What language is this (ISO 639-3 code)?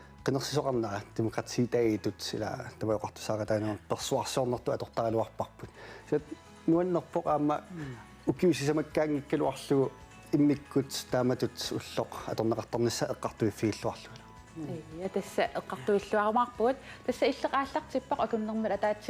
kal